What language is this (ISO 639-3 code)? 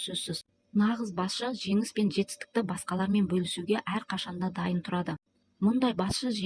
kaz